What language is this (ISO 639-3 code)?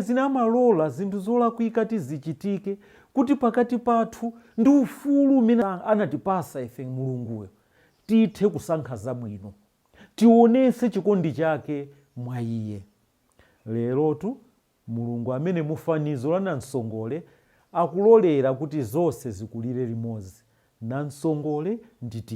nya